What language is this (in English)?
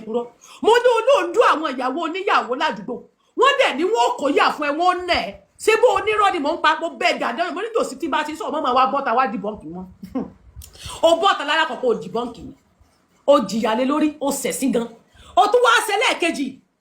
Yoruba